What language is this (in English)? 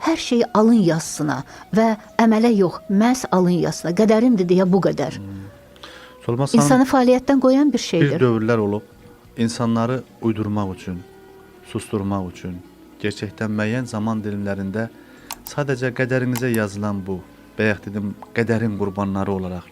Azerbaijani